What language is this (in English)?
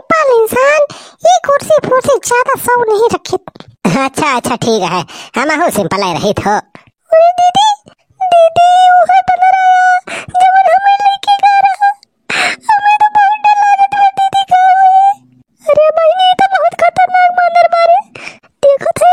Awadhi